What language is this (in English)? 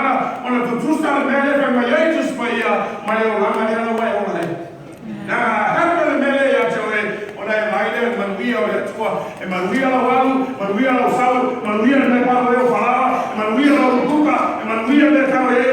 Samoan